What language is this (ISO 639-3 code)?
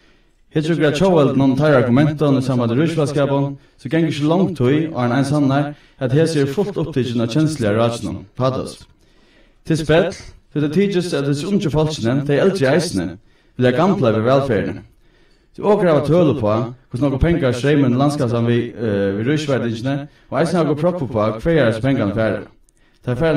fao